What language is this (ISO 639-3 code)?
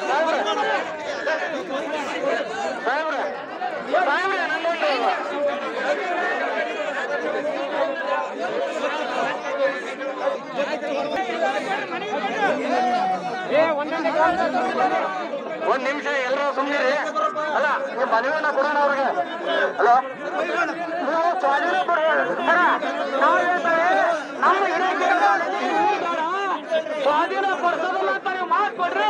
kan